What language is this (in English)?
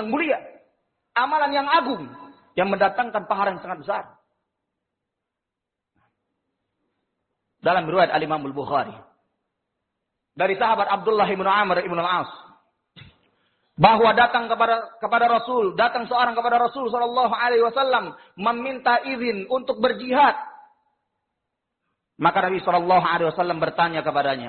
Indonesian